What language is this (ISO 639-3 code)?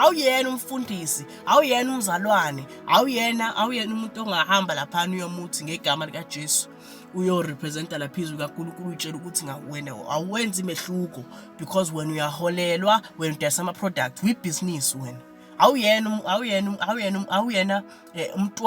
zul